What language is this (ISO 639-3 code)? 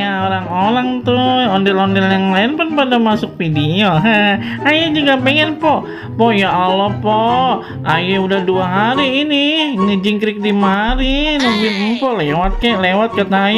bew